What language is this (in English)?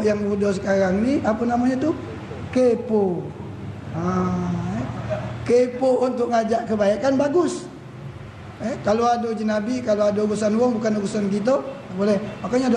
Musi